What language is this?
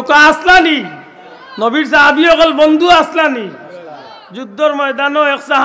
Sylheti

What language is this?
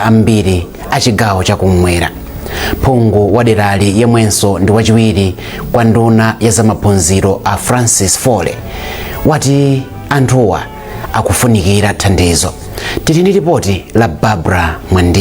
Nyanja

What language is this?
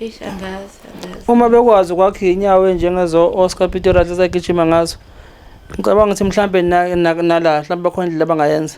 Zulu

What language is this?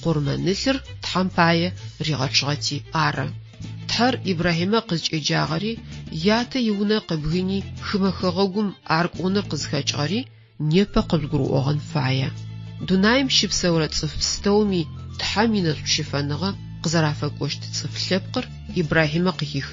Adyghe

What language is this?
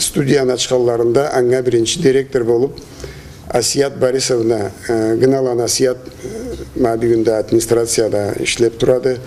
Karachay-Balkar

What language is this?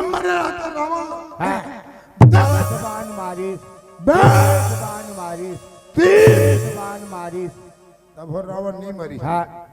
Chhattisgarhi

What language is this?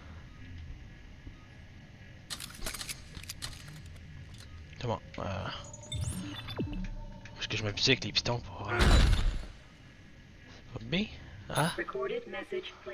French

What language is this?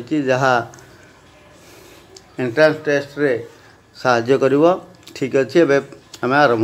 Odia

